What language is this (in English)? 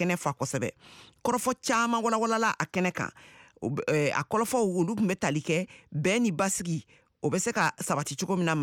Bambara